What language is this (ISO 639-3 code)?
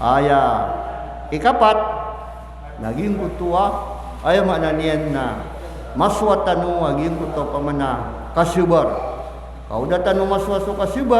mrw